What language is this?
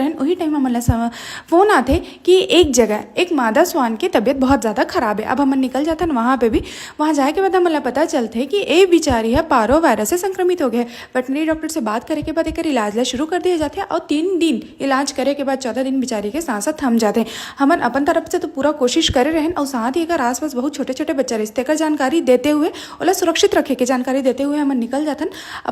Chhattisgarhi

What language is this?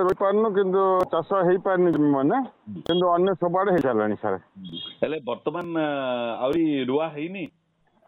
Odia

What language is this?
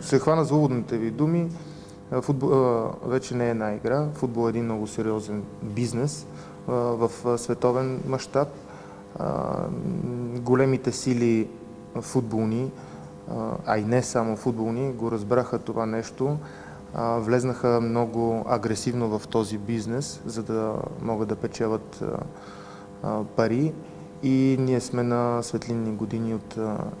Bulgarian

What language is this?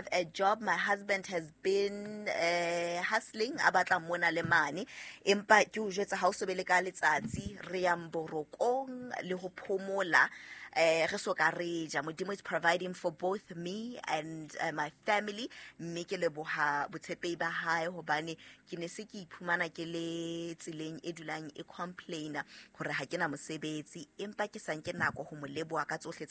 Southern Sotho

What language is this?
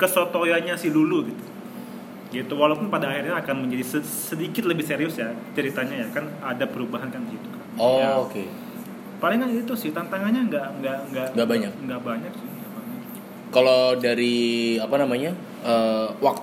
Indonesian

